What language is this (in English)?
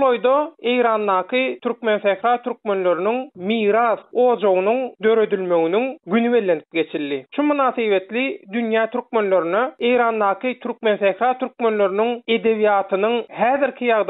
Turkmen